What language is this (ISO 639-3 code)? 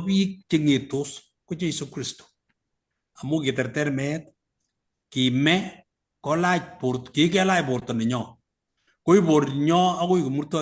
kln